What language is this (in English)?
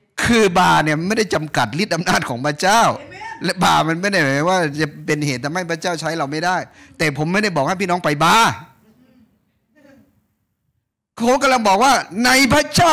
Thai